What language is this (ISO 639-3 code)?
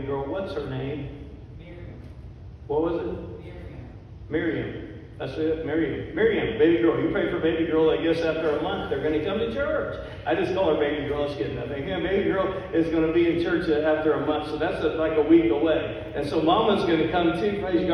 eng